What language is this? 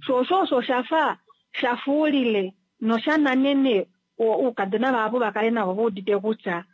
Kuanyama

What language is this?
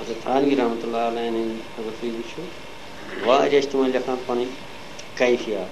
Kashmiri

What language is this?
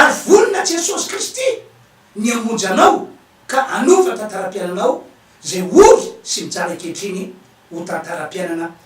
Malagasy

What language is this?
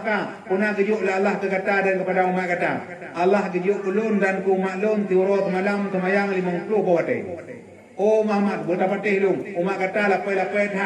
Achinese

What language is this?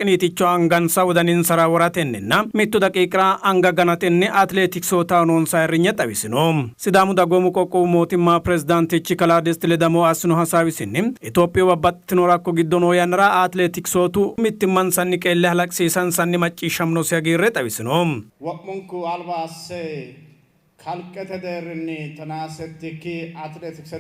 Sidamo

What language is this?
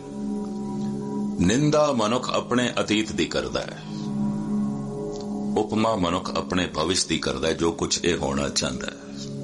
Punjabi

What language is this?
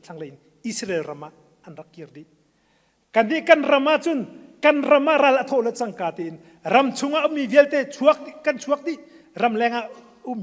Hakha Chin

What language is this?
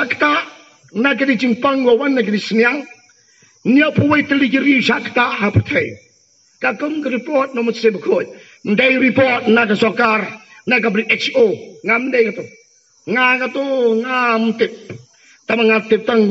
Khasi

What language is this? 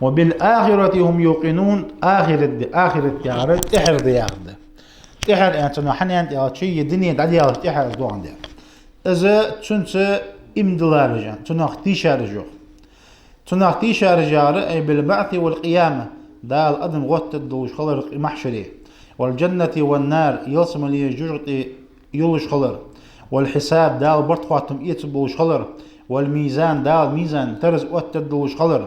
Ingush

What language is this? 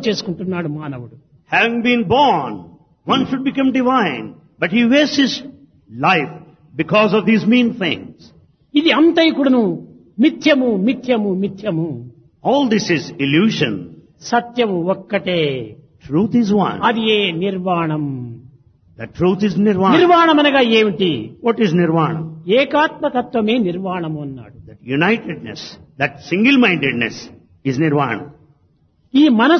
Telugu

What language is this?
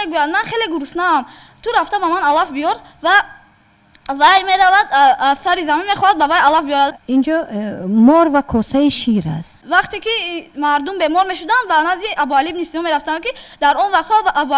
Tajik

